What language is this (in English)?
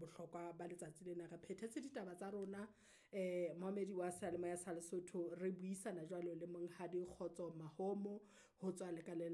Southern Sotho